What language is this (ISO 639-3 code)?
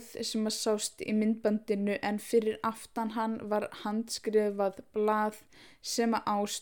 isl